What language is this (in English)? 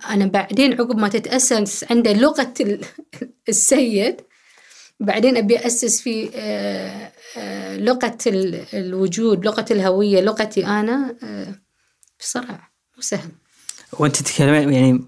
Gulf Arabic